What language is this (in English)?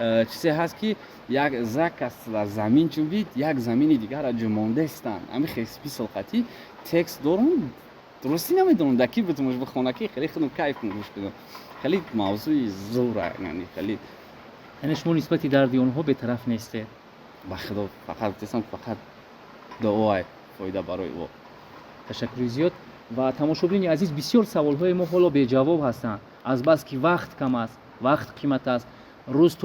Tajik